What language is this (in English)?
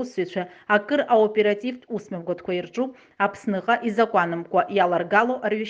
Abkhazian